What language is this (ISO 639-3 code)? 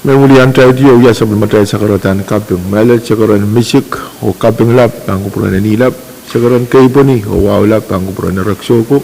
pon